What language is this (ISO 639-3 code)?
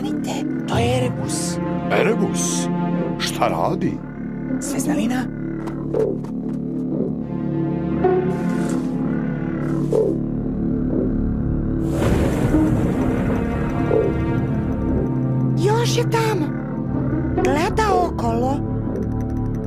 srp